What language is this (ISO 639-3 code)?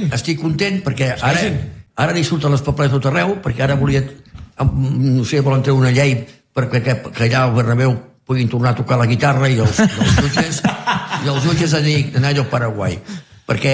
cat